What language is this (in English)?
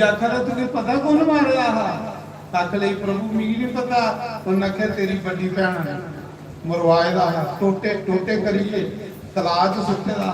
Dogri